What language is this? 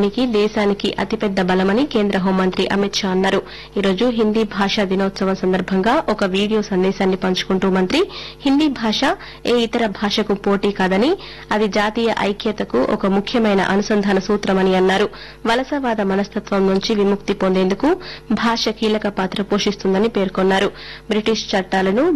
Telugu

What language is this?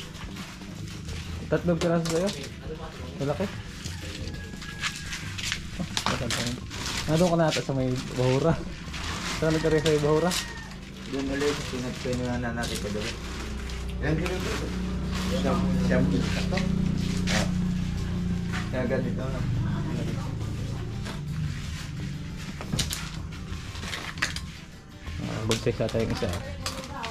Filipino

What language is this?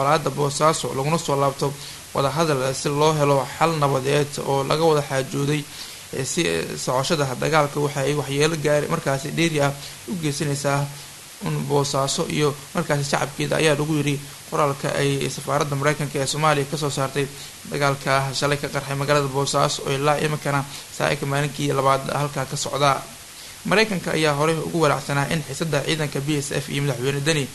Somali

